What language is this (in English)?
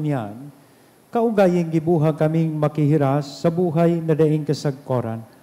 Bikol